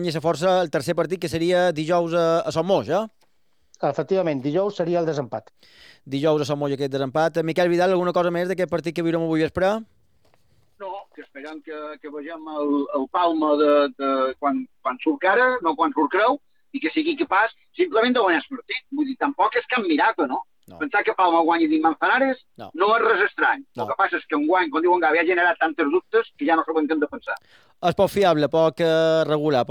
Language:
Catalan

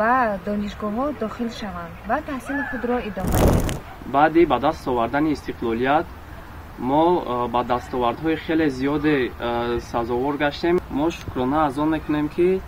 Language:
Tajik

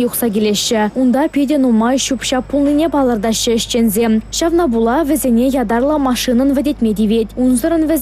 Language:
Chuvash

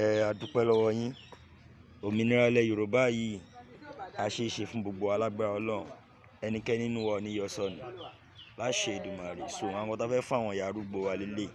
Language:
Yoruba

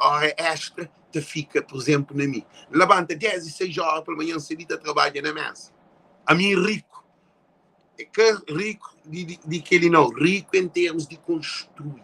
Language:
Kabuverdianu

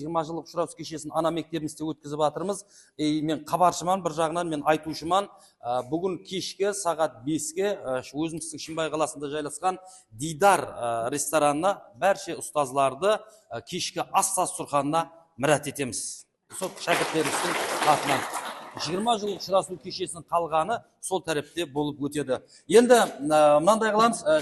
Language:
Kara-Kalpak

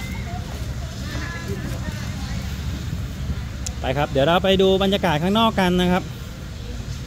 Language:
Thai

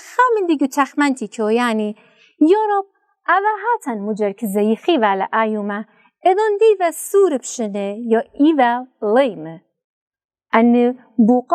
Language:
Assyrian Neo-Aramaic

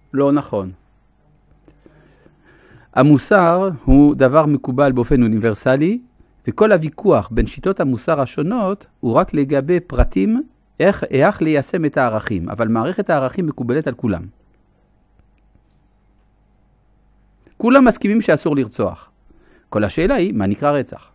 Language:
Hebrew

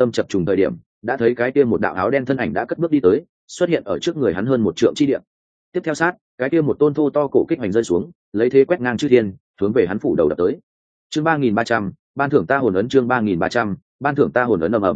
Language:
Vietnamese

